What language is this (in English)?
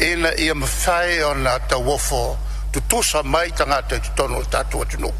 Samoan